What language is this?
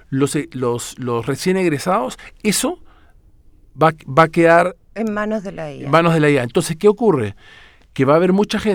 Spanish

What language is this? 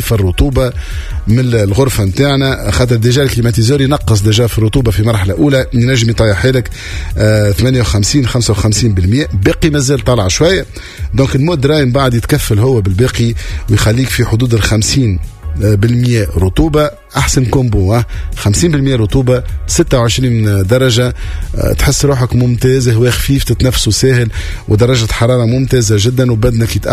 Tunisian Arabic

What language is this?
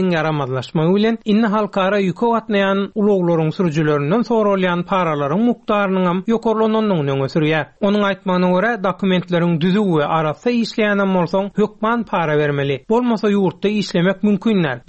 Turkmen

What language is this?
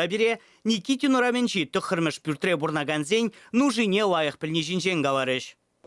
Chuvash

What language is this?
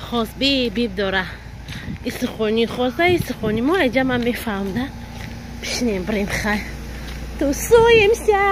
Tajik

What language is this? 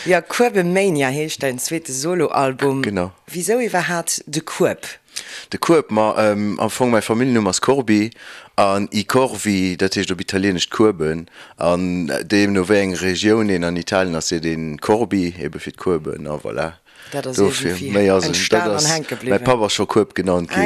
Luxembourgish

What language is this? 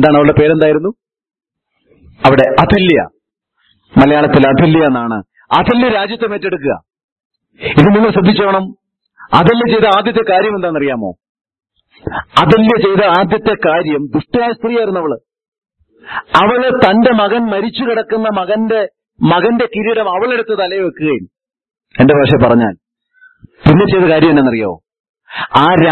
Malayalam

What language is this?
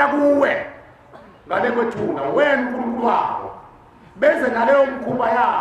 Zulu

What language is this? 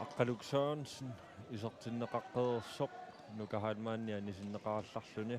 Kalaallisut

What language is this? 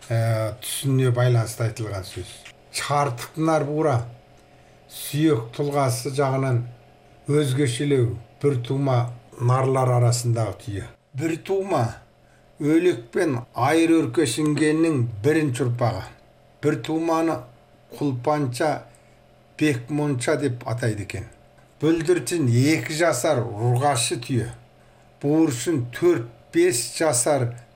Kazakh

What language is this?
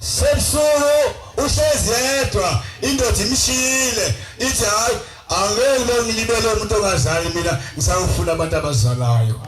Zulu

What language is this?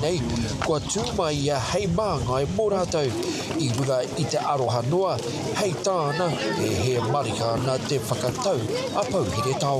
Māori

